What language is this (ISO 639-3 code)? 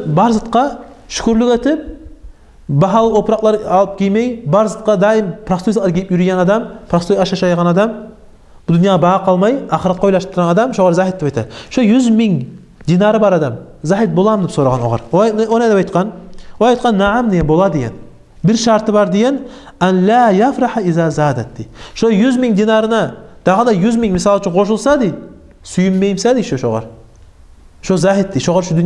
kum